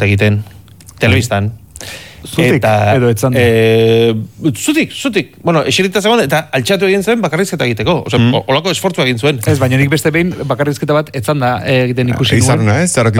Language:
Basque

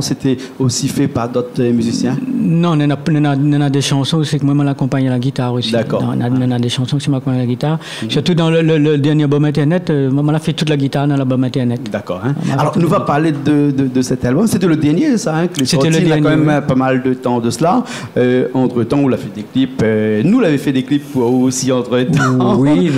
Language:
Réunion Creole French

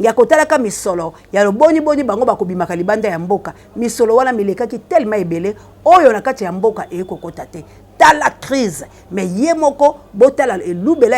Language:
Lingala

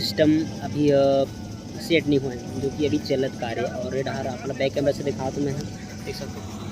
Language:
Chhattisgarhi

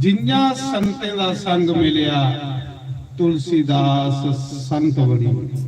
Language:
Dogri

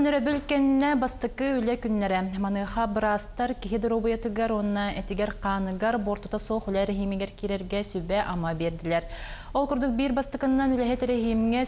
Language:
Yakut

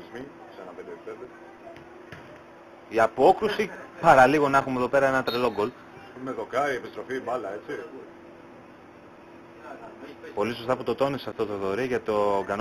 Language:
Greek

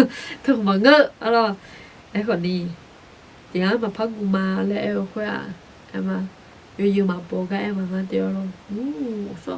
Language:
Akha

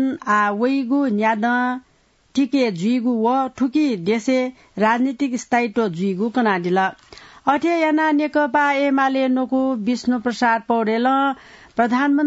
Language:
Newari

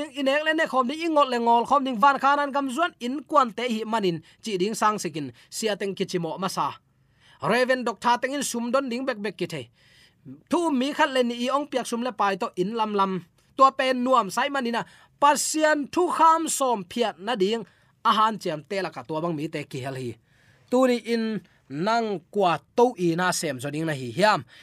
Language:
Tedim Chin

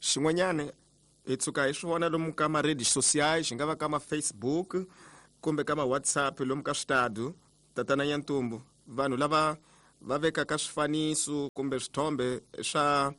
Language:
Tsonga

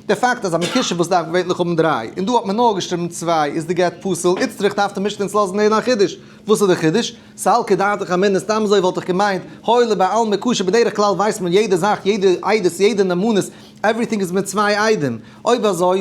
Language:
Yiddish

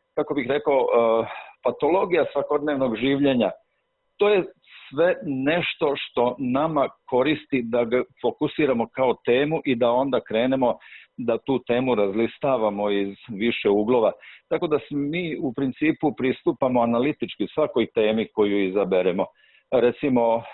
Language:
Serbian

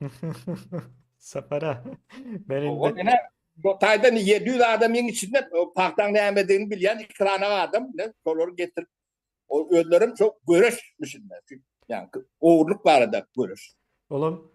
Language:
Turkmen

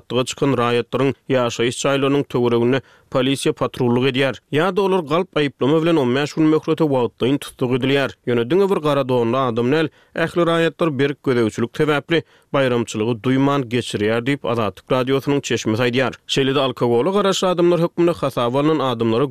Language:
Turkmen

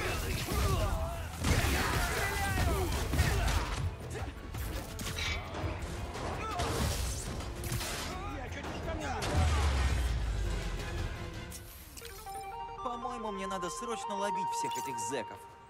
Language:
Russian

